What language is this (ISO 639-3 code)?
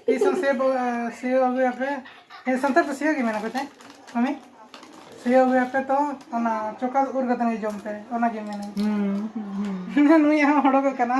sat